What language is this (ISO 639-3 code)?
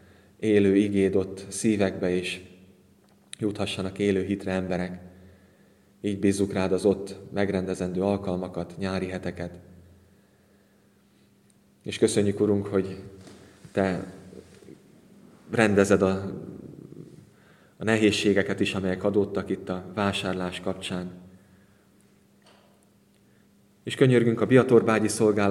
hun